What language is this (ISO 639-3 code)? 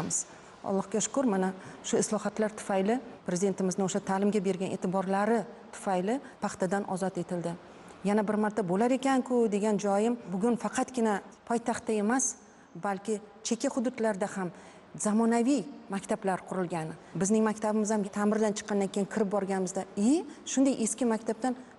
uzb